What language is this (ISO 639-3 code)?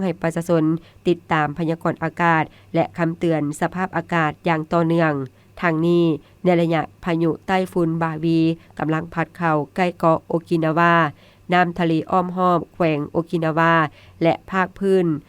lao